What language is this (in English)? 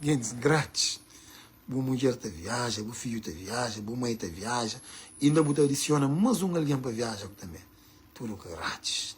Kabuverdianu